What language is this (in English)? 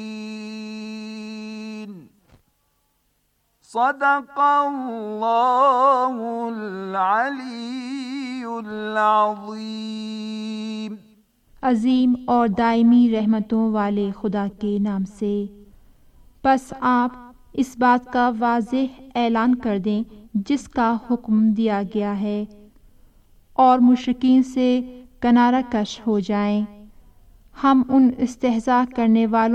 Urdu